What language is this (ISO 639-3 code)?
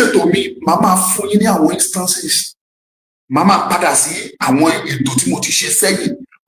yor